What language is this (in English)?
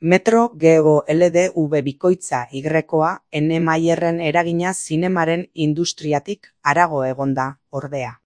Basque